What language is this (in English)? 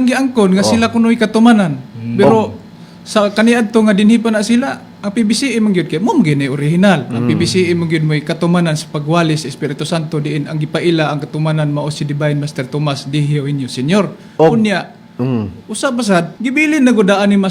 Cebuano